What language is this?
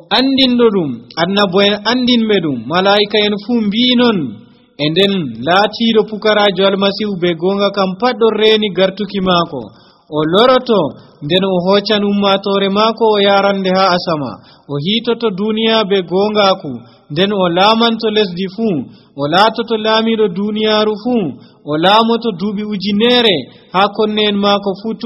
Nigerian Fulfulde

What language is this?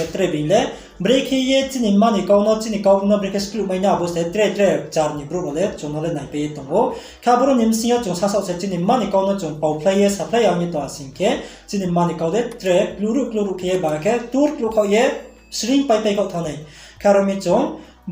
Riang (India)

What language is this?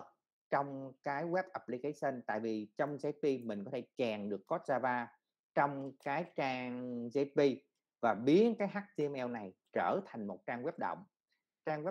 Vietnamese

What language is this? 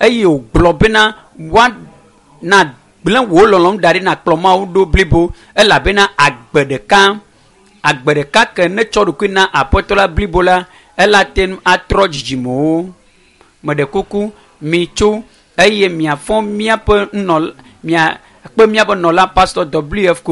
Ewe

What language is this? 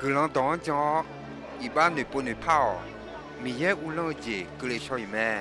Akha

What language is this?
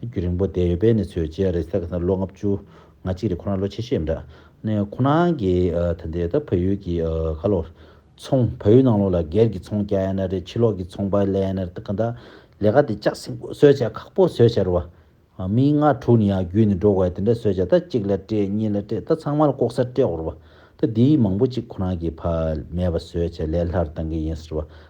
Tibetan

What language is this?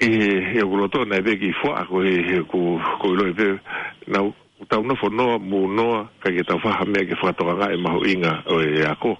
Tongan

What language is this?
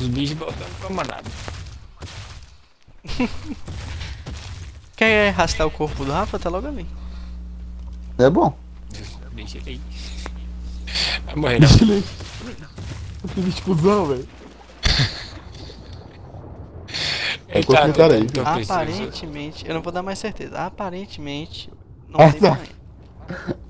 Portuguese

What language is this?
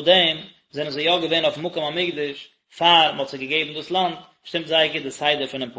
Yiddish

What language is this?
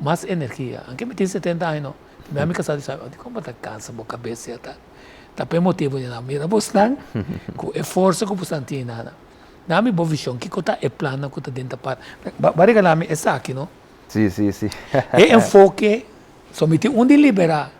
Papiamento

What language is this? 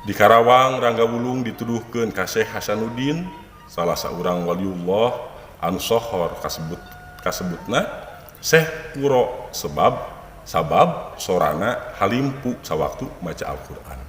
Sundanese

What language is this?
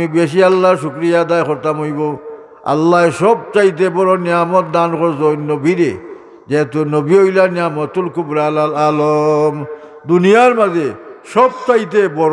Sylheti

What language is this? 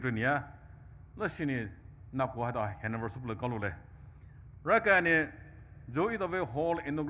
Poumei Naga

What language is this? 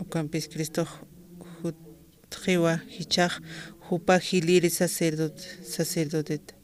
Aymara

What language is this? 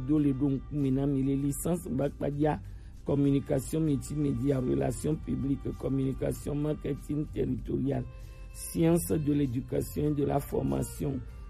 Gen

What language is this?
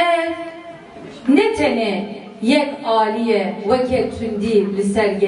Kurdish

